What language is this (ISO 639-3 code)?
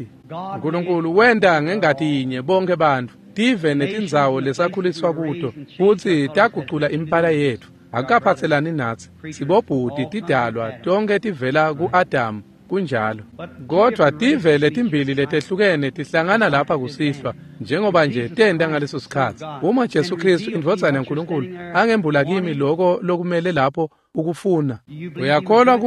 ssw